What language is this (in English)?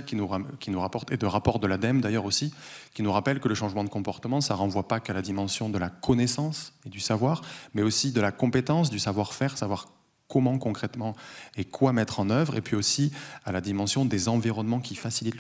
French